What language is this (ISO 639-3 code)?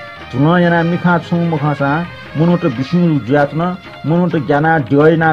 new